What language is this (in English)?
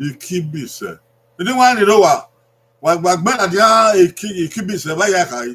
Bini